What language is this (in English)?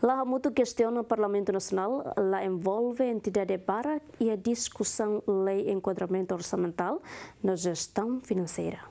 Tetum